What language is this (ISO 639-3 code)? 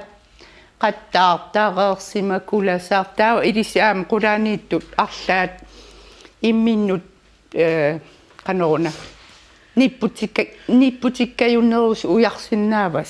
kal